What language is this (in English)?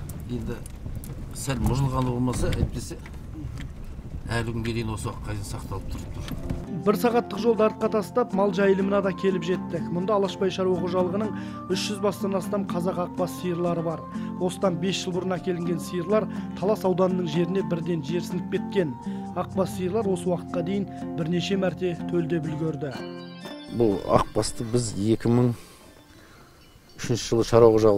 Kazakh